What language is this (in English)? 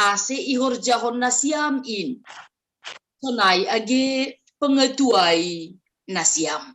Batak Simalungun